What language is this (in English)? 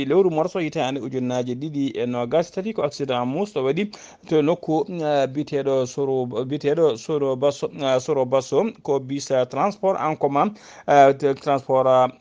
Fula